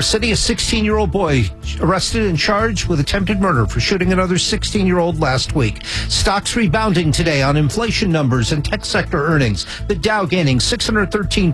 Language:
English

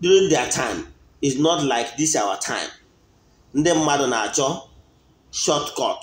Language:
Igbo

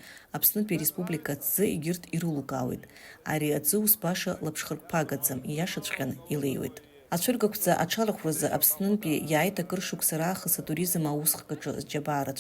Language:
Abkhazian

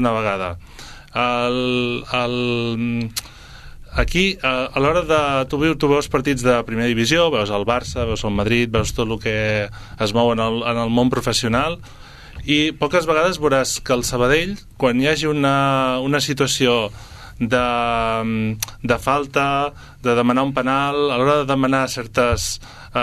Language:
Catalan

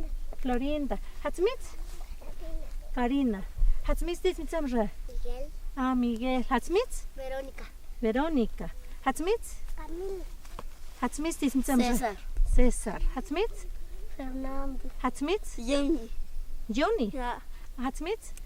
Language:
Totontepec Mixe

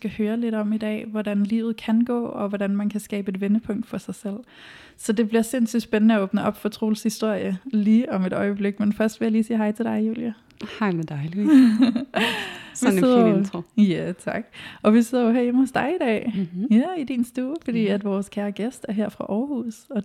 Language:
Danish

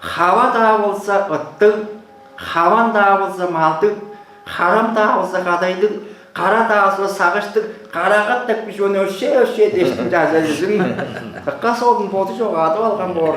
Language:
Tuvinian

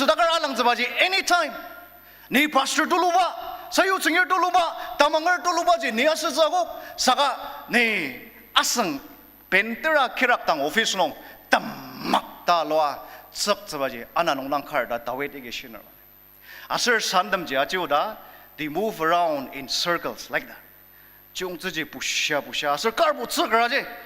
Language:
Ao Naga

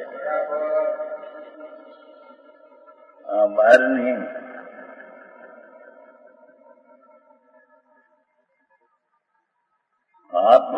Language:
Gujarati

